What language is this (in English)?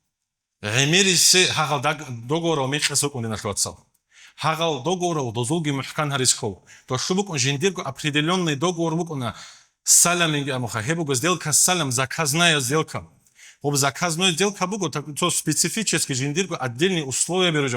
Avaric